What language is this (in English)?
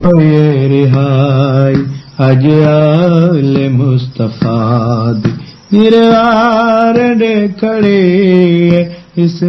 Saraiki